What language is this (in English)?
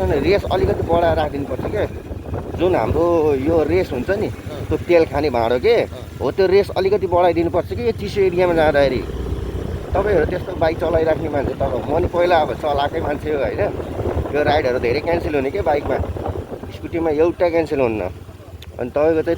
Nepali